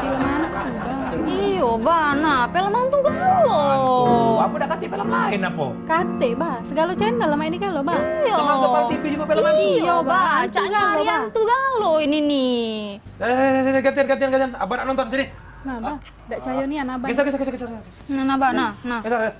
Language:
Musi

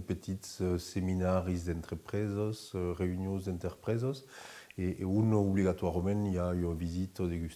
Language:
Occitan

